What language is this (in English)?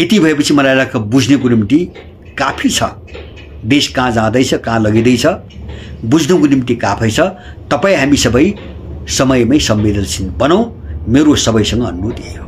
Nepali